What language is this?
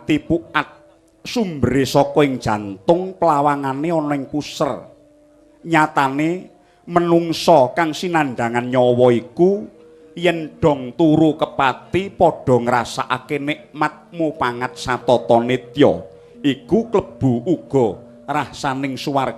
Javanese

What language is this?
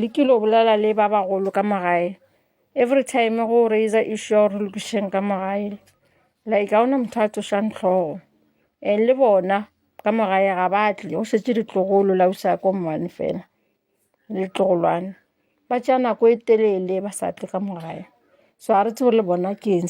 Northern Sotho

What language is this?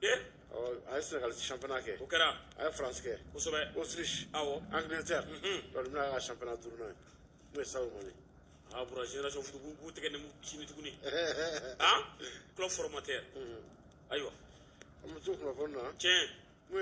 Bambara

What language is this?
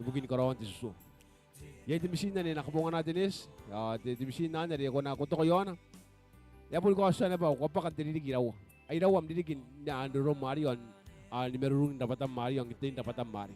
Gilbertese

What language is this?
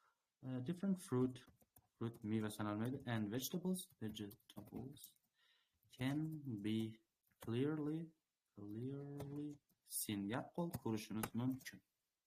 Uzbek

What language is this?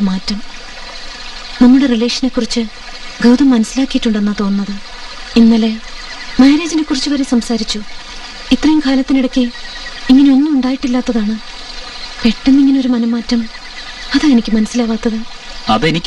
Malayalam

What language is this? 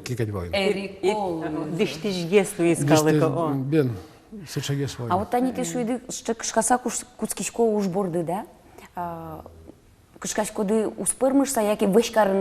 Udmurt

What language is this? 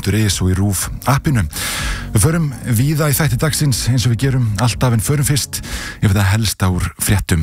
Icelandic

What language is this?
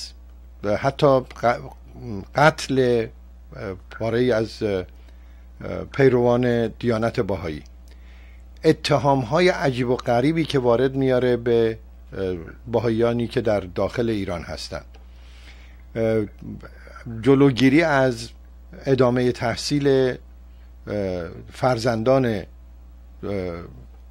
Persian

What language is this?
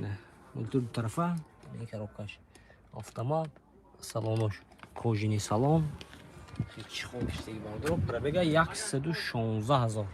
Tajik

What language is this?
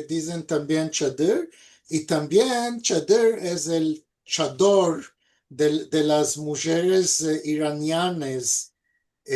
Ladino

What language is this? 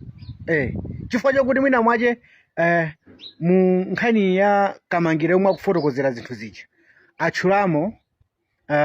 Nyanja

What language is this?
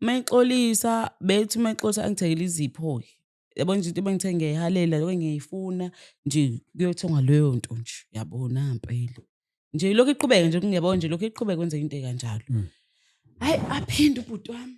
Zulu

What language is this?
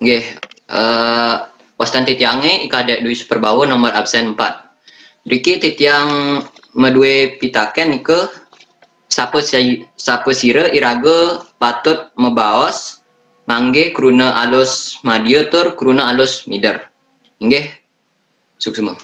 Balinese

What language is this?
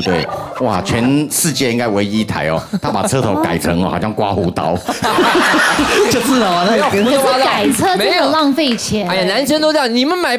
Chinese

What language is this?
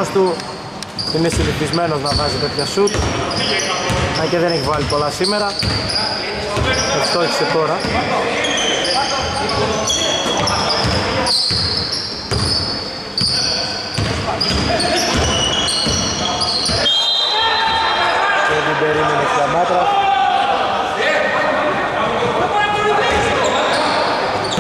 Greek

